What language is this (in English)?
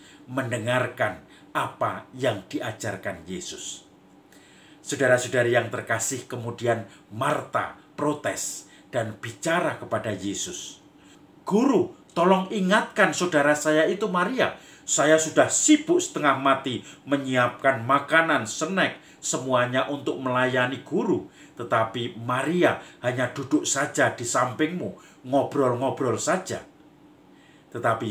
Indonesian